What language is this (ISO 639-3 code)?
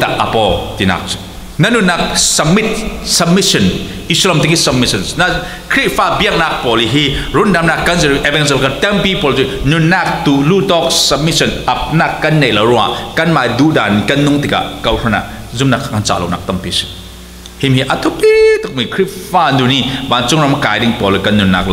cfm